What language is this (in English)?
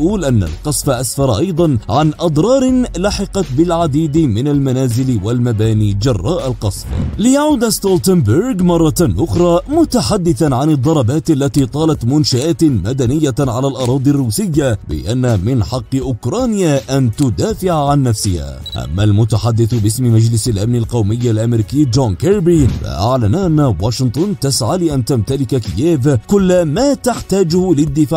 Arabic